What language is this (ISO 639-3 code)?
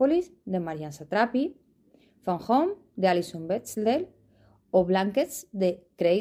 ast